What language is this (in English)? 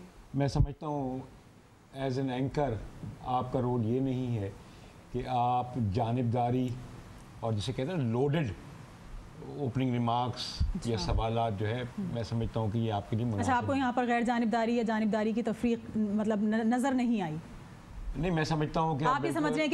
Urdu